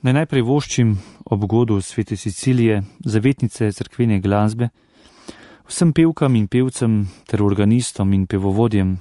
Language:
Slovenian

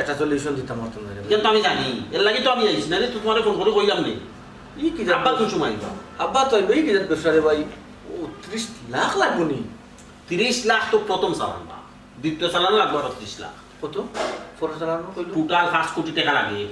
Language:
Sylheti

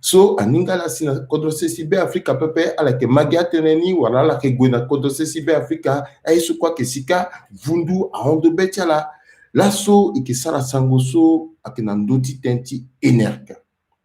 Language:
Sango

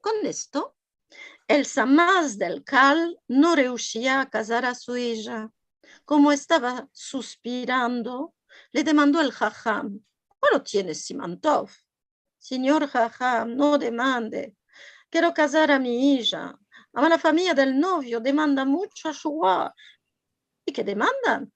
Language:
Ladino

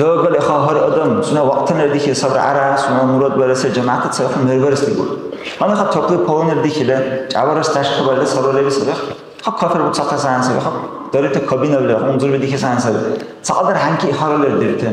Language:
Dargwa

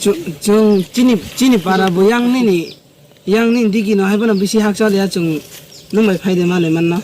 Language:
Kok Borok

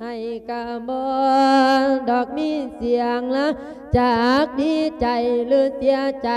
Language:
Lao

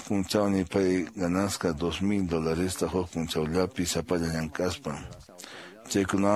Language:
Quechua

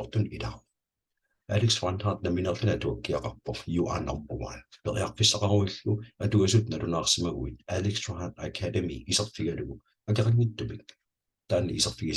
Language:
Kalaallisut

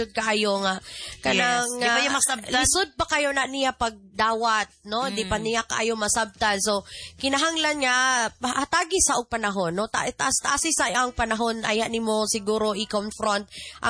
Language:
Cebuano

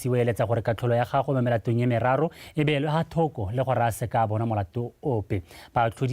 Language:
Tswana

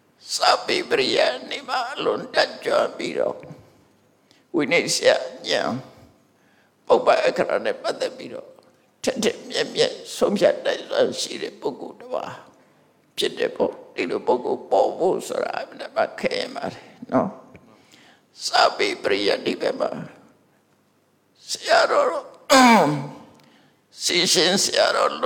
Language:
Burmese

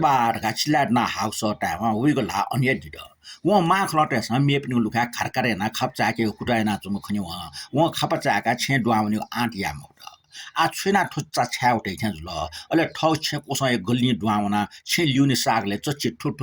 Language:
Newari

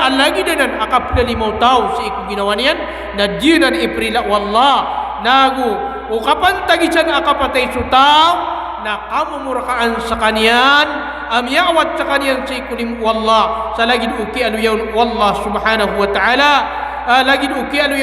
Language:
Maranao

